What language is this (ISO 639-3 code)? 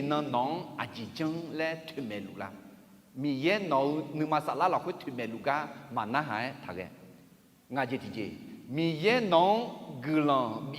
ahk